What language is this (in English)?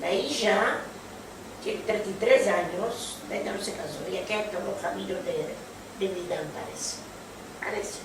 Ladino